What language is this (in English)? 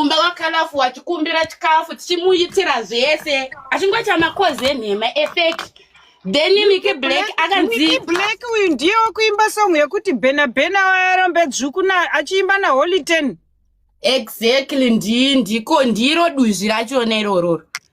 Shona